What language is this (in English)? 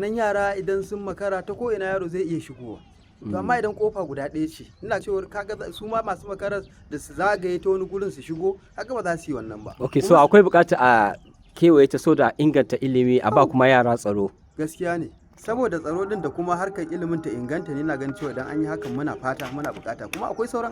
Hausa